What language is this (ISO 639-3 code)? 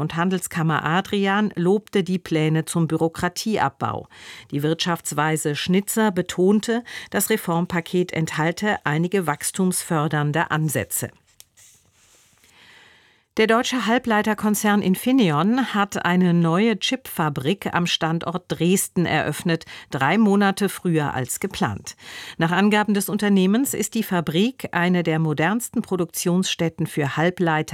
deu